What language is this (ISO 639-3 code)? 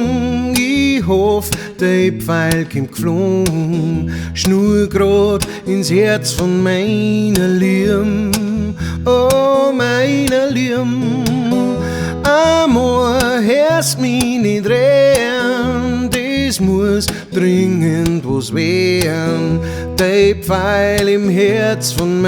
bar